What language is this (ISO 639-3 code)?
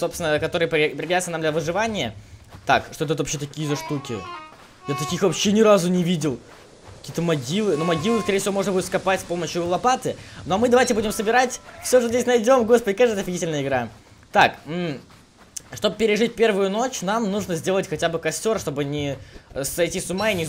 rus